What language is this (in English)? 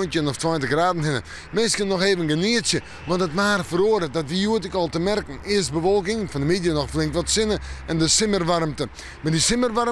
Western Frisian